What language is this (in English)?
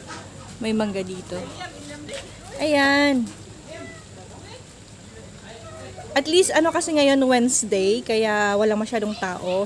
Filipino